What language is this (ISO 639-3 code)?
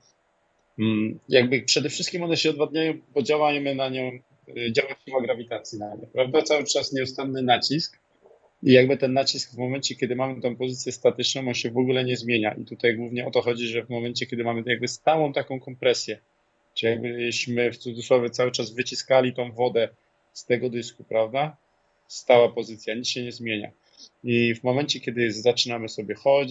pol